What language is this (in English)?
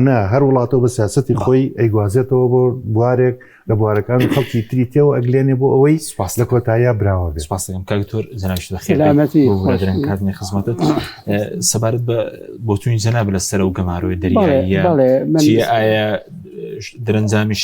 Central Kurdish